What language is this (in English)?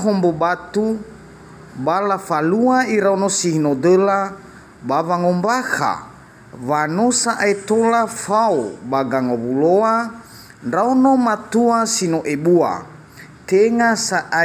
Nias